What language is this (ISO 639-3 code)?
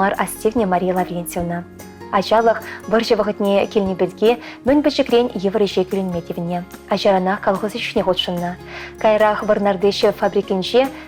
chv